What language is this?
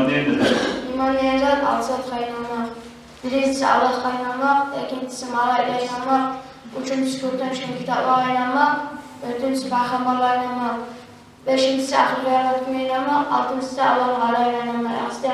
Kumyk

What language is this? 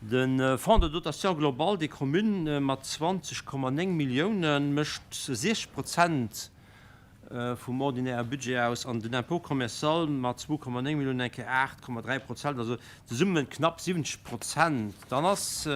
Luxembourgish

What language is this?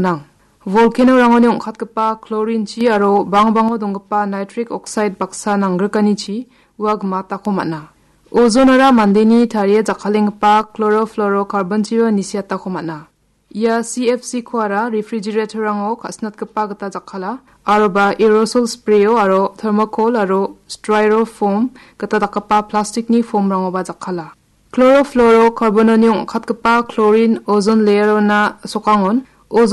Garo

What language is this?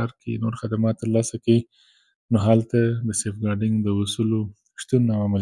Pashto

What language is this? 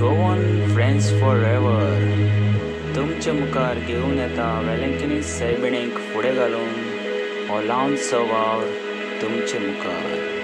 Konkani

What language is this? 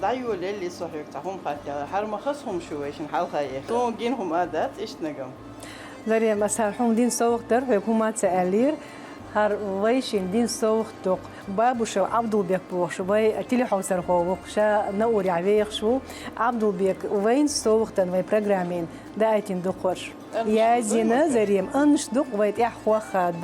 Chechen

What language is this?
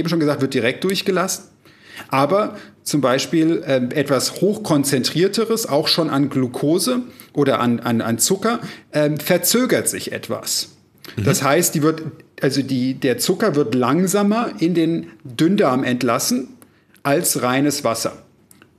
German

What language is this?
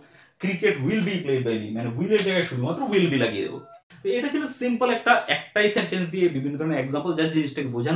Bangla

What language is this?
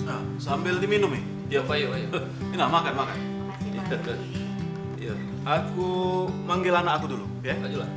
Musi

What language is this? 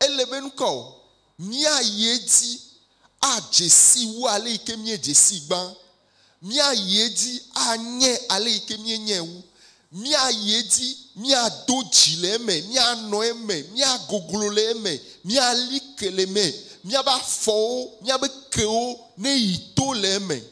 Ewe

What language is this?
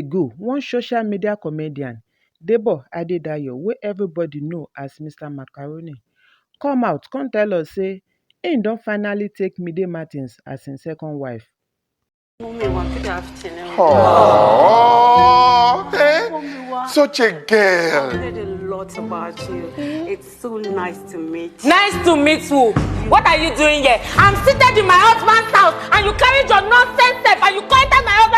Nigerian Pidgin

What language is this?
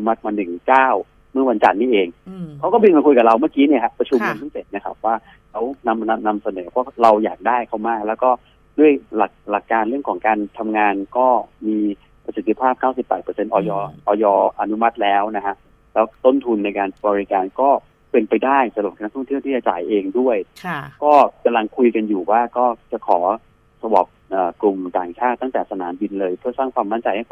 Thai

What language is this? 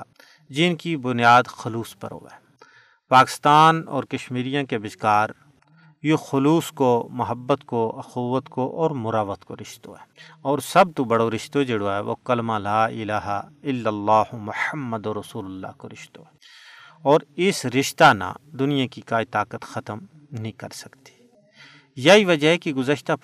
Gujari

